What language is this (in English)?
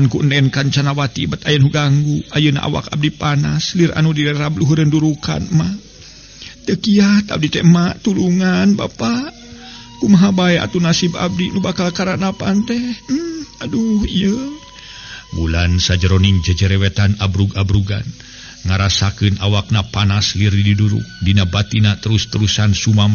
Sundanese